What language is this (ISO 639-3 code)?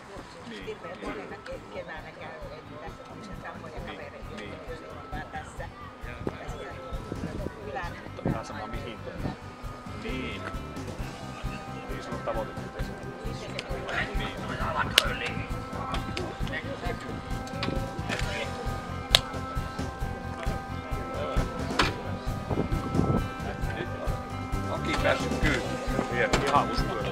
fin